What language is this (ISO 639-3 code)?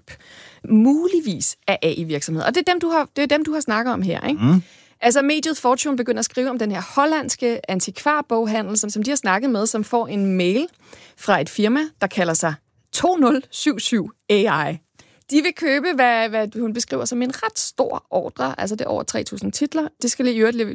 dan